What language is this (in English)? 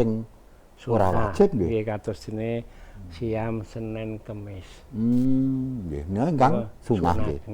Javanese